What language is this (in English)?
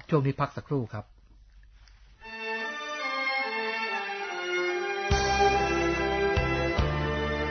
Thai